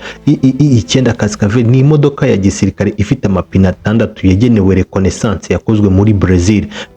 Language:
Kinyarwanda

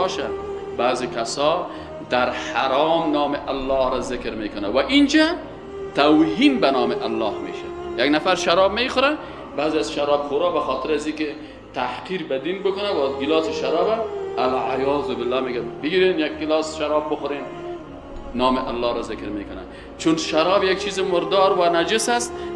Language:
Persian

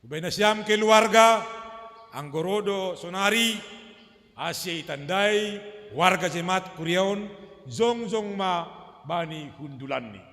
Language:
Batak Simalungun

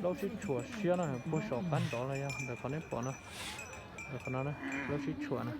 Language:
Hmong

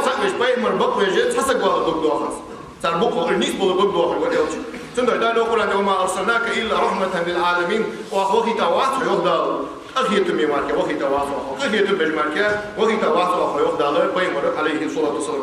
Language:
Ingush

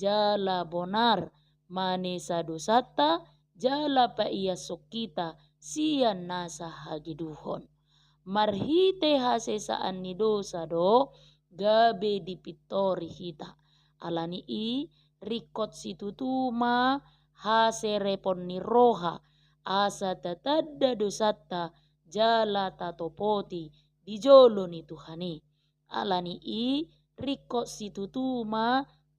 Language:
Batak Toba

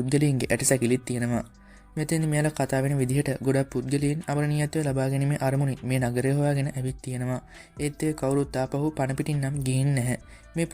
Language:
Sinhala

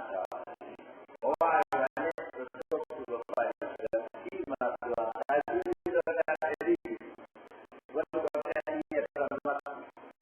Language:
Pular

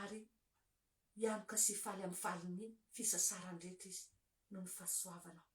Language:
Malagasy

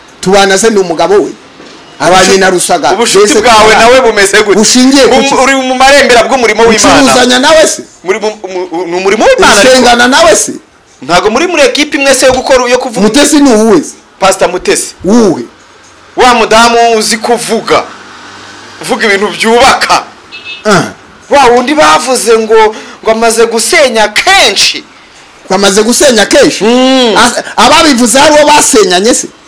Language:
Kinyarwanda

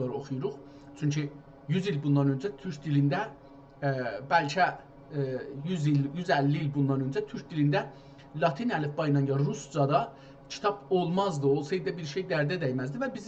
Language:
South Azerbaijani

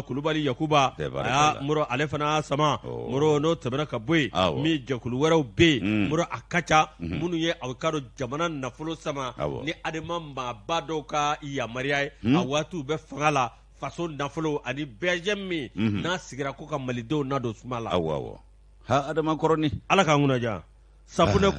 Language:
Bambara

